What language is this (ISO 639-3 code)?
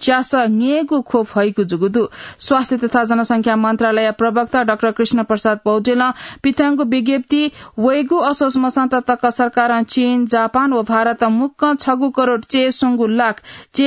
new